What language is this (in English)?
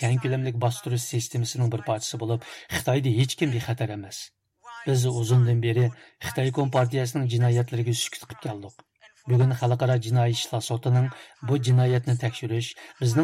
Uyghur